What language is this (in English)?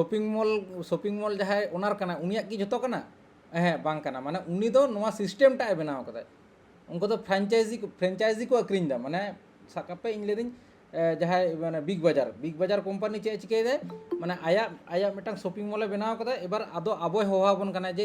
Santali